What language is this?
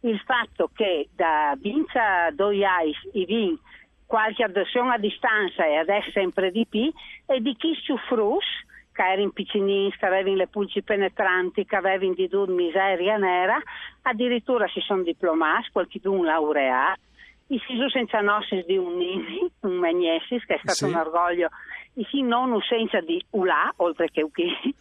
Friulian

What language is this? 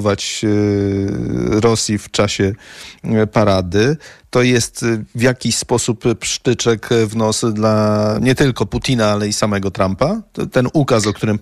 Polish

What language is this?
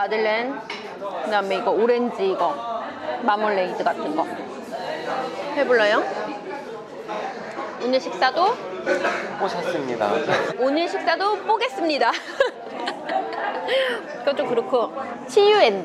Korean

